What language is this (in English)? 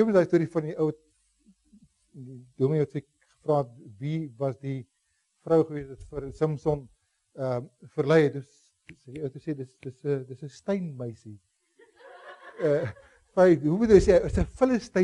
Afrikaans